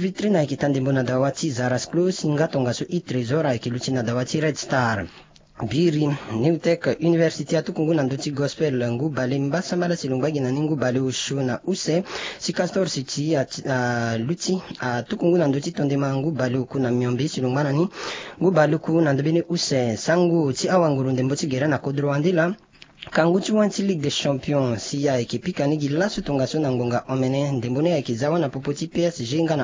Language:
Sango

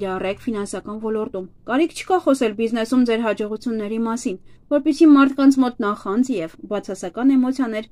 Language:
Armenian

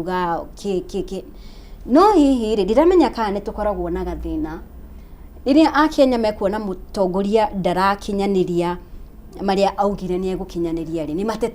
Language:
Kikuyu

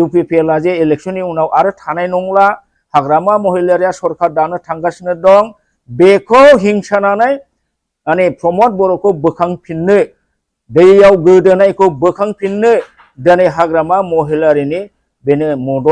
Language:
Bodo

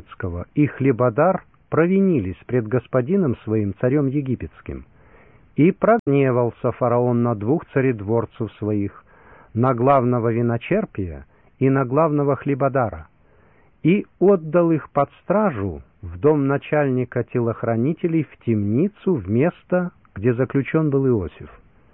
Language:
Russian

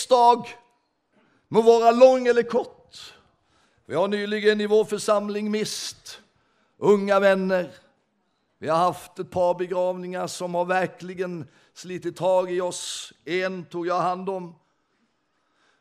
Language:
Swedish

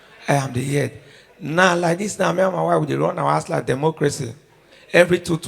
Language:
Nigerian Pidgin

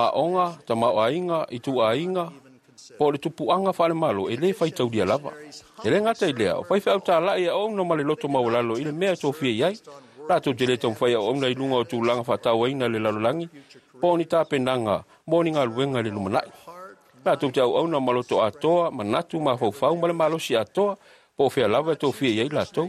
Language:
Samoan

